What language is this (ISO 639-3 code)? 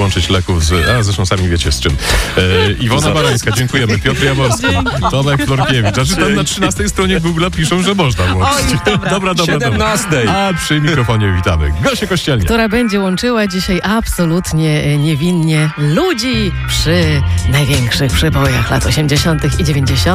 pol